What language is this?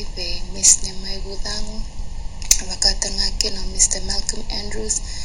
Fijian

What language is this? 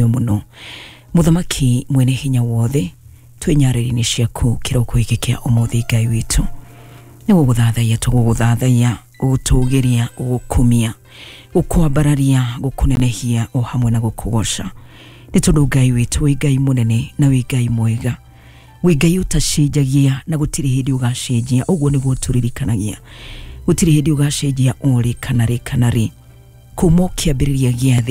Kikuyu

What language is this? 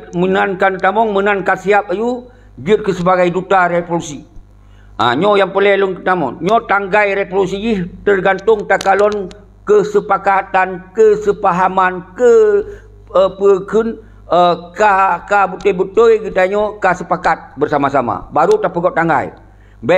Achinese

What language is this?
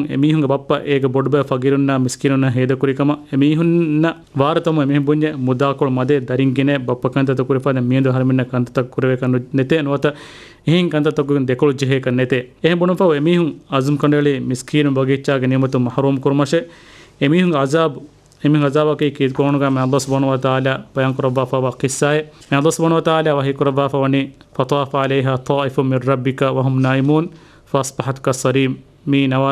Divehi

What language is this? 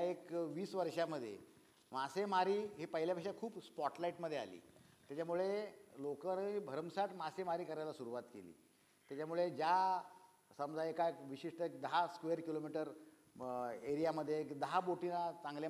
Marathi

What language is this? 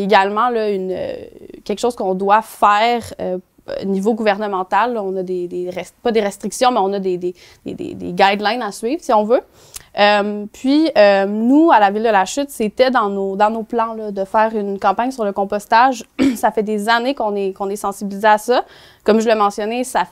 French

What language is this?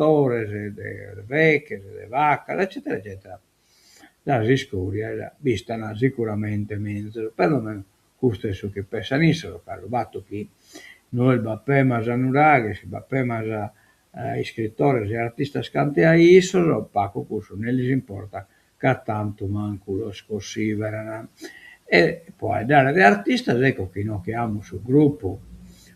Sardinian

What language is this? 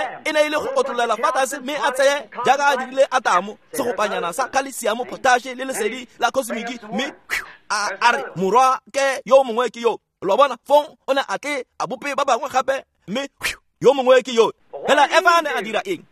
Tswana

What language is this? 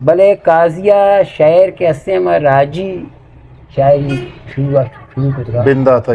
Eastern Balochi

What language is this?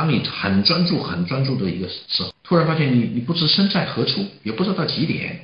Chinese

